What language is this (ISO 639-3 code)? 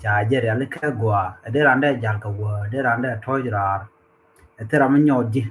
nus